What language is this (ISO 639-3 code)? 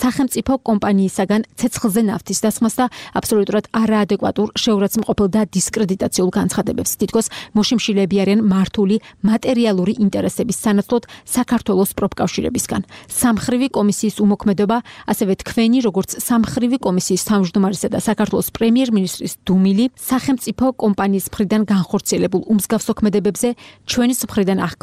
kat